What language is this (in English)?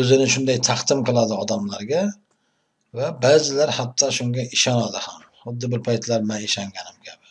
Uzbek